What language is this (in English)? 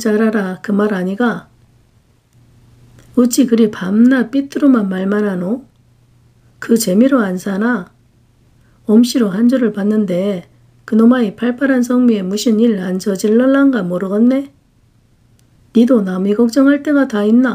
Korean